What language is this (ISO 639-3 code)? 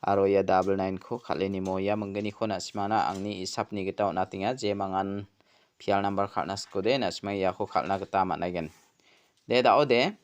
grt